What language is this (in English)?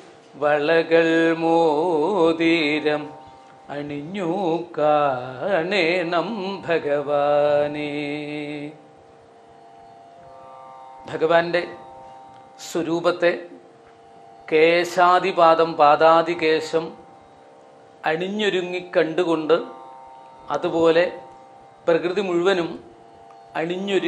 Malayalam